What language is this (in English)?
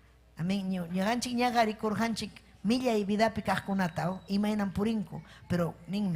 Ayacucho Quechua